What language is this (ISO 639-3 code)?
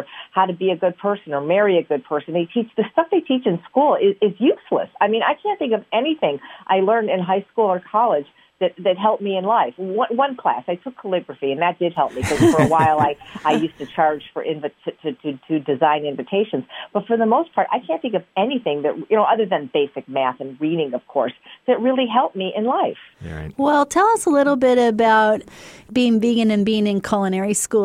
eng